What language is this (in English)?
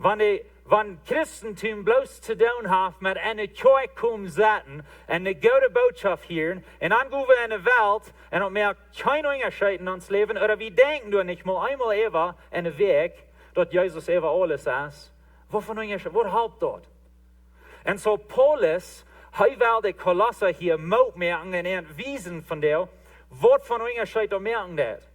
Plautdietsch